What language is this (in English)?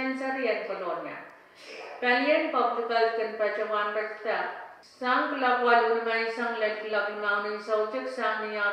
Pohnpeian